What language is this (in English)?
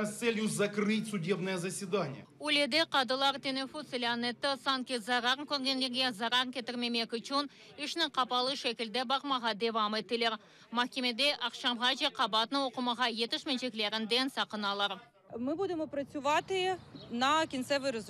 Crimean Tatar